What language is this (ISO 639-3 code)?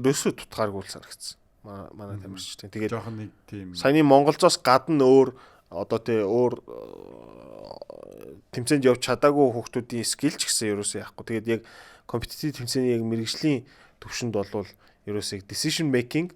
mon